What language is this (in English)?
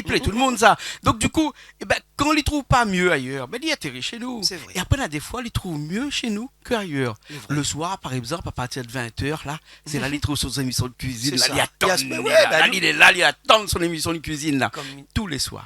Réunion Creole French